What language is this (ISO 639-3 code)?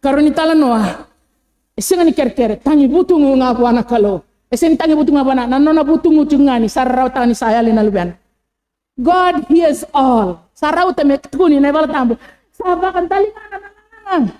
fij